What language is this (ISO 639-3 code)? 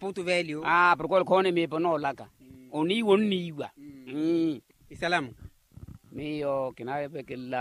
vmw